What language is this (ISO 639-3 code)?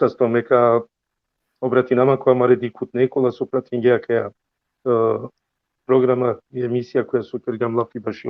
rmn